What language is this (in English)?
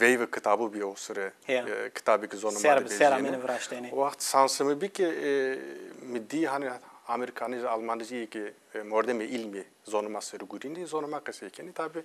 Zaza